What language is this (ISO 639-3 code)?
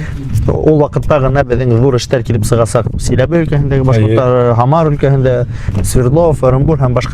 bak